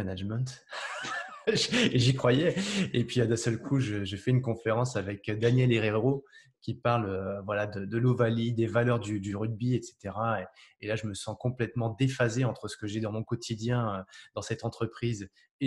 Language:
French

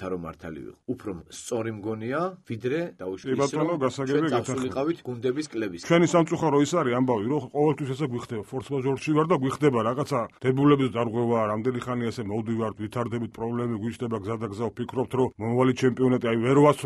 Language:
Georgian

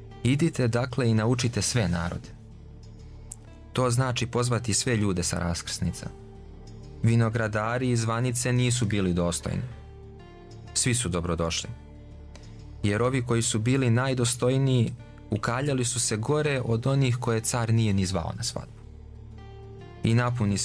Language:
Serbian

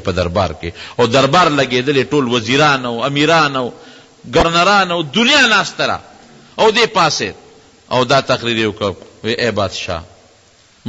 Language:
Pashto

